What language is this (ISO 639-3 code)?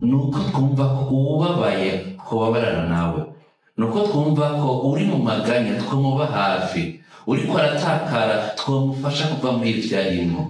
run